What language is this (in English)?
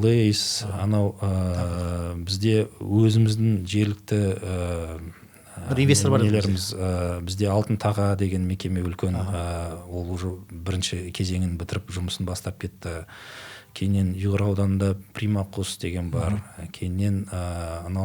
Kazakh